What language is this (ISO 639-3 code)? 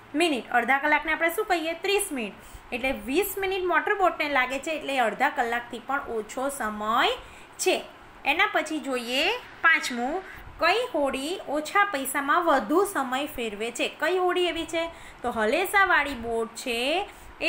guj